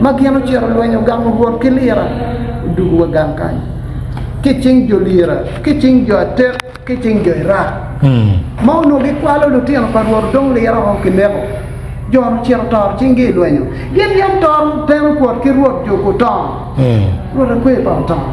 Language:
Acoli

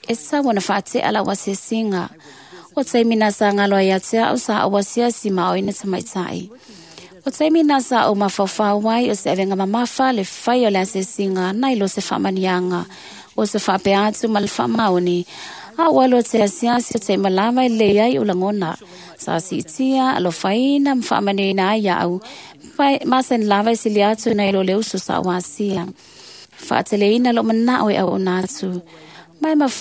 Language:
Samoan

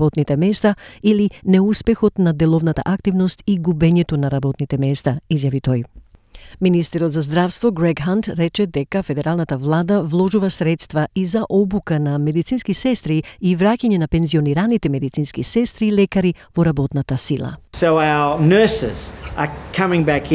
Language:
Macedonian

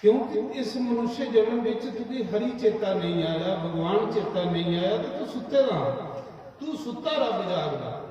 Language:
Dogri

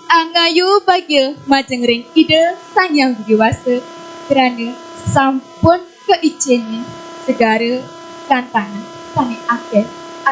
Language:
Balinese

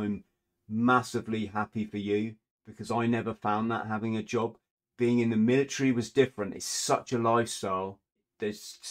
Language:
English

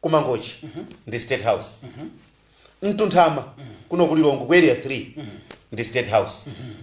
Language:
Nyanja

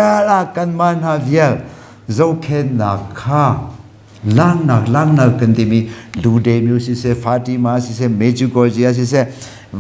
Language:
Hakha Chin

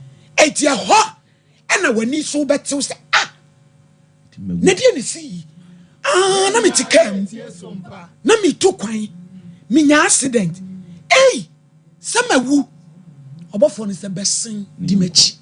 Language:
Akan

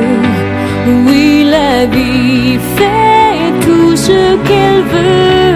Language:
French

